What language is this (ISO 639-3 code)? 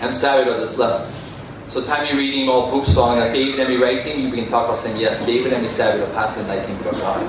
tpi